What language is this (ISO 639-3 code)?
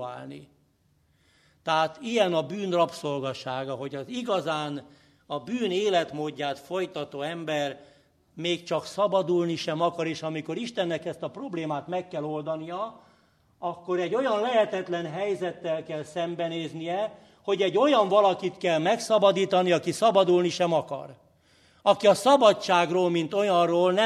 hun